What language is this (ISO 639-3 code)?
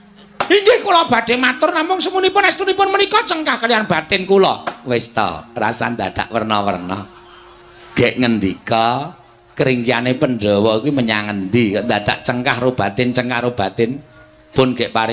jav